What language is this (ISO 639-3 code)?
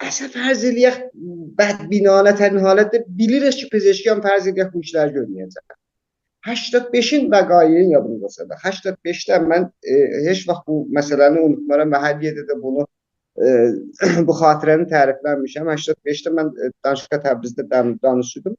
azb